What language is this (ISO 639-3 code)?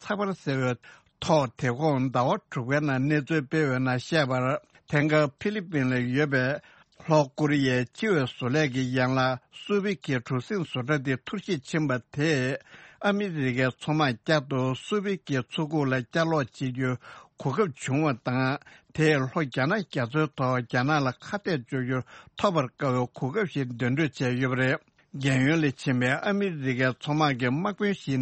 bod